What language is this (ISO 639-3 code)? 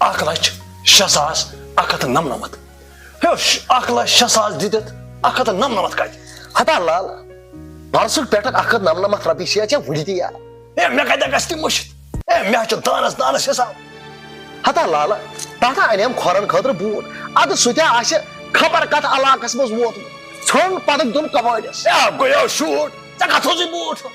kas